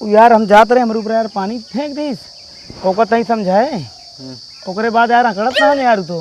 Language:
Awadhi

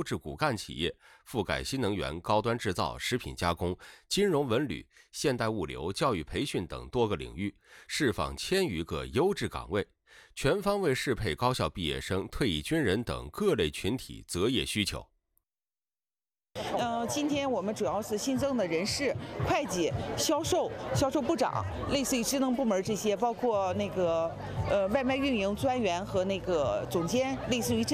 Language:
Chinese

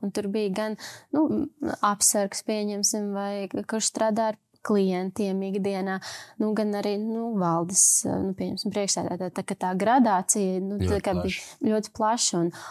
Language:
Latvian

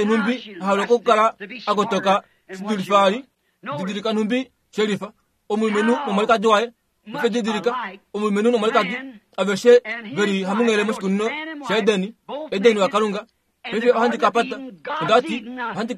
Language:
Kuanyama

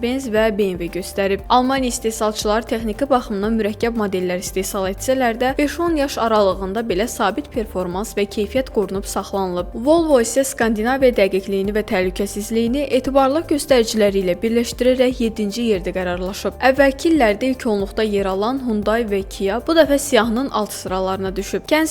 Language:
Azerbaijani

